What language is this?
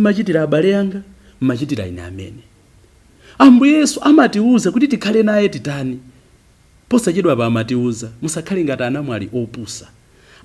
Nyanja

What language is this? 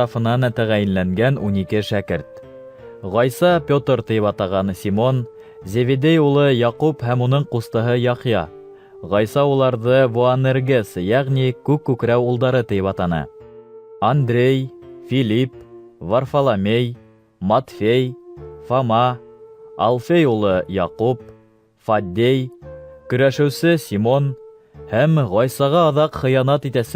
Bashkir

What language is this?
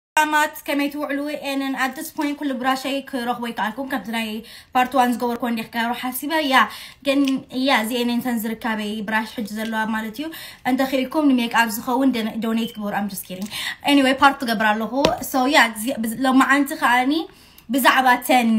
Tigrinya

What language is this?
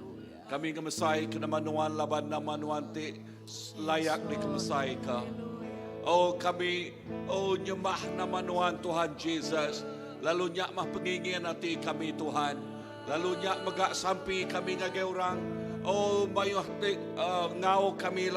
Iban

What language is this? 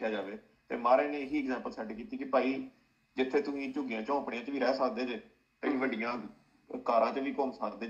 Punjabi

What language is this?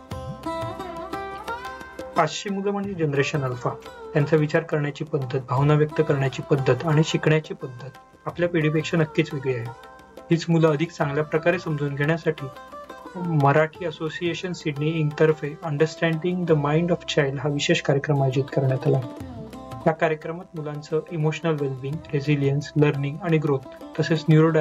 Marathi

